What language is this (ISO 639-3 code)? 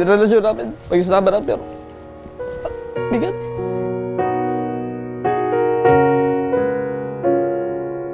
fil